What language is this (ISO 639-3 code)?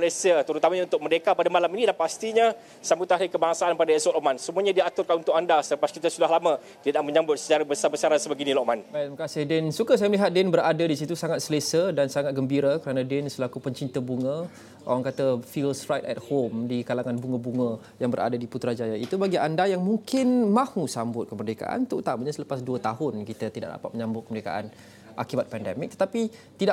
msa